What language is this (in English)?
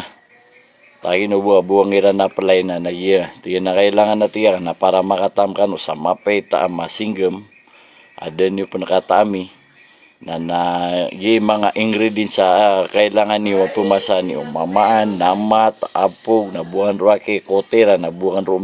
Maranao